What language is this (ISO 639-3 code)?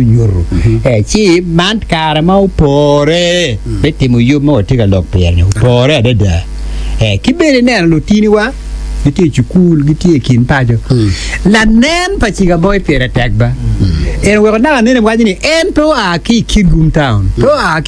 ach